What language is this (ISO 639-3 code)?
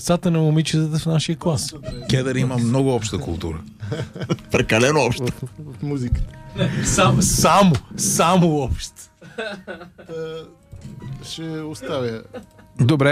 bul